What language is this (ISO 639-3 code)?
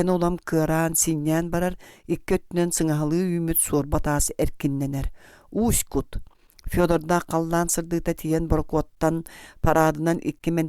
sah